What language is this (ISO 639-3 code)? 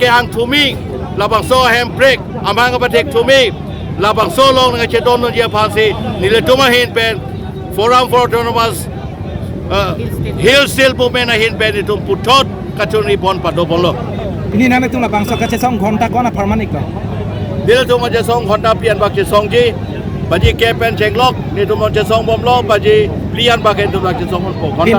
mjw